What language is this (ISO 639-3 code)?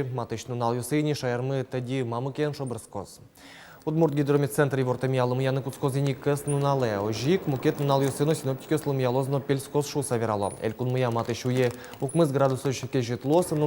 udm